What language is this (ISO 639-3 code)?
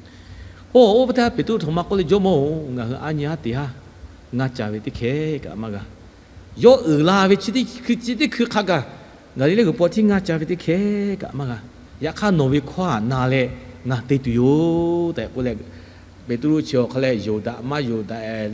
lhu